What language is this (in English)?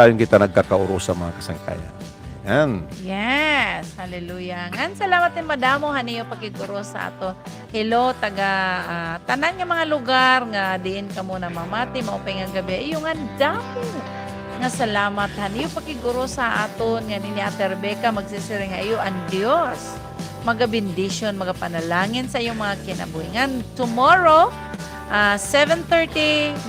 Waray